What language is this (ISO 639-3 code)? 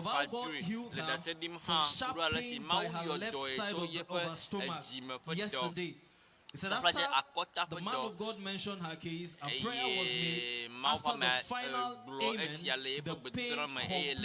ewe